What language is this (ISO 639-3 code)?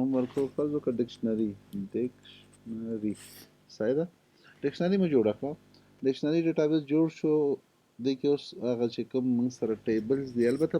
pus